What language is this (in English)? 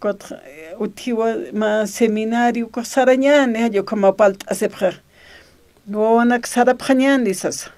Aymara